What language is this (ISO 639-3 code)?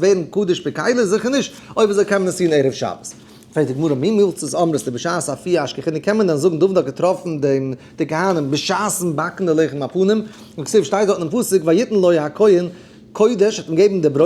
yid